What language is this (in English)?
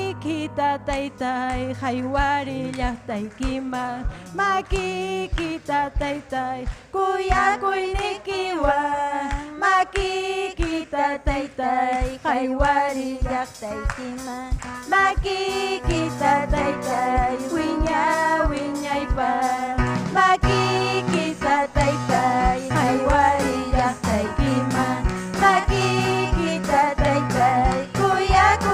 Ayacucho Quechua